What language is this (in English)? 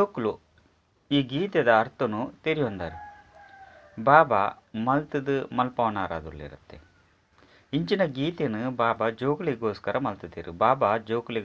Tulu